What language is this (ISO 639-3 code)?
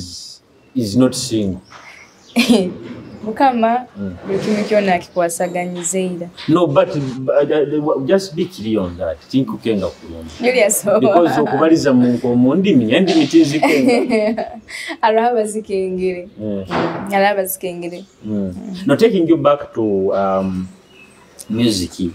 nyo